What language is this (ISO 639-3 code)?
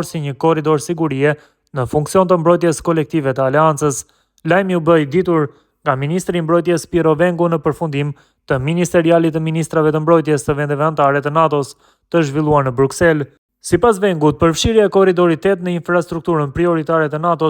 sqi